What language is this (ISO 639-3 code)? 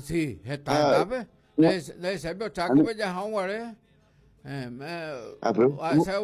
grn